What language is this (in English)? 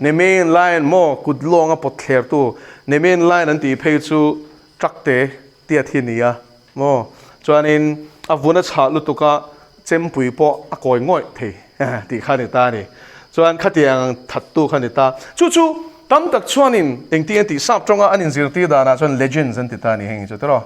Mizo